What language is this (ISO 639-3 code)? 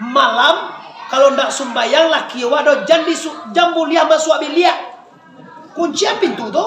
min